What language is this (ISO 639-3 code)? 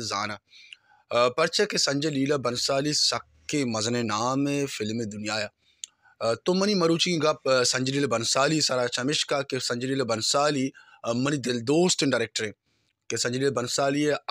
bal